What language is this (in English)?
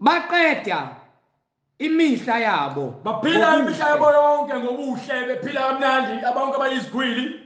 Zulu